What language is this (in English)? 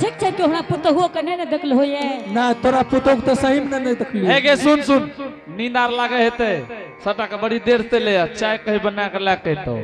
Angika